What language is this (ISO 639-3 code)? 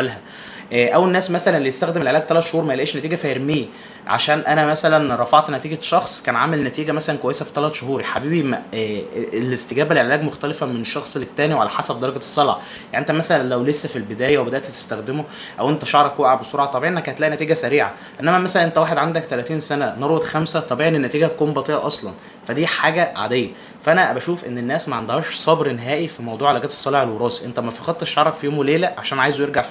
arz